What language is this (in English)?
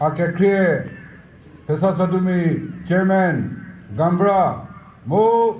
Chokri Naga